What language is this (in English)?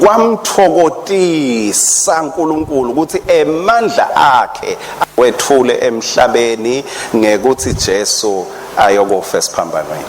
Swati